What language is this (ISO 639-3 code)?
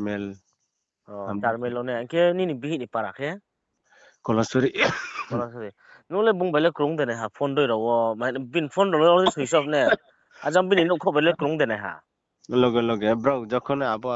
ria